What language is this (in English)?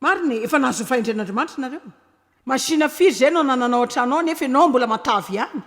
Malagasy